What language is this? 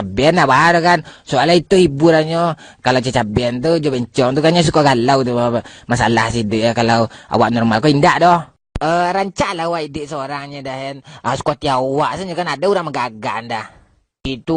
Minangkabau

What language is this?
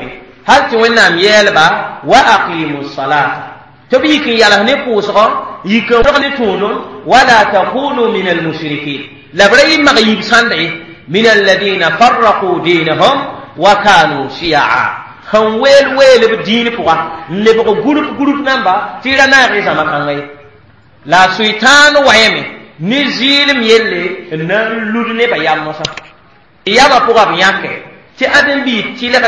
Mossi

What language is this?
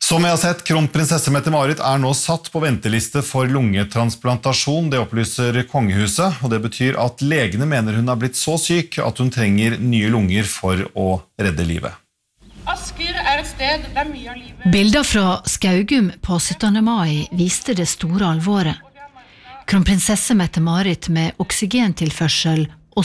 Norwegian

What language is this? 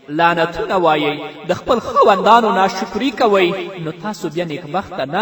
Pashto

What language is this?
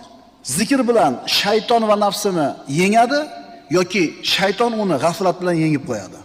Uzbek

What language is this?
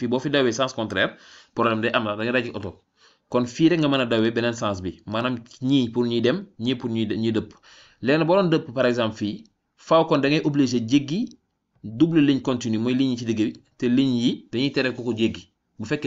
Wolof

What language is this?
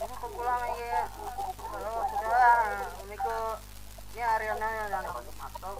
Banjar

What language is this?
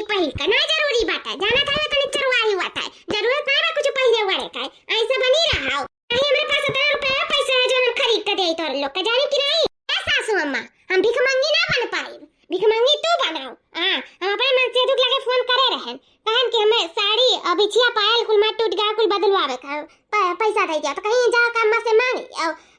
Awadhi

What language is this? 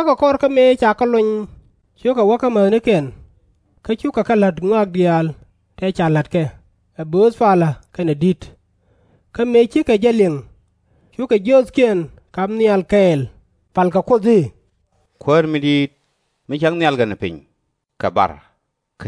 Nuer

